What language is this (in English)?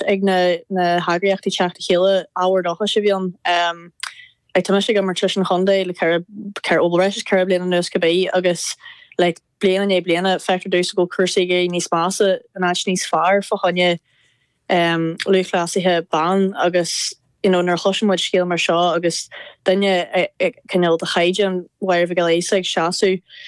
Irish